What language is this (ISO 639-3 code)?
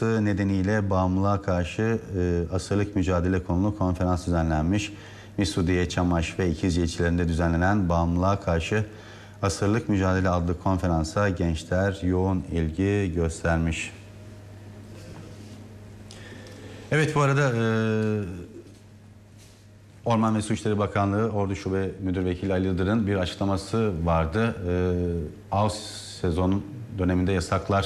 tur